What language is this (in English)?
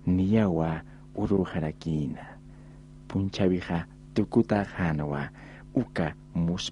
Aymara